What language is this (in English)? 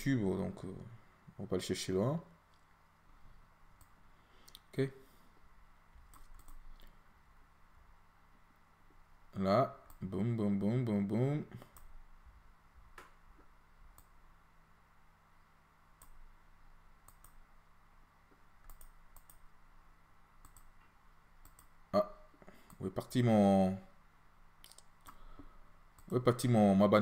French